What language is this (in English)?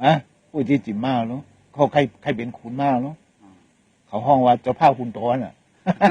Shan